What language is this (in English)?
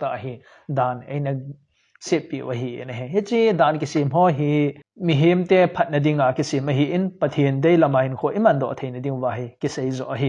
Thado Chin